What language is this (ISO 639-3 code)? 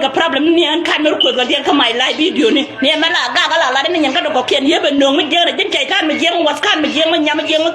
nus